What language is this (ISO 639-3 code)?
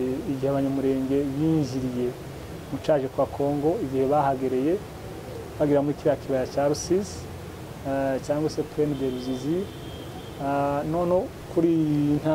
kin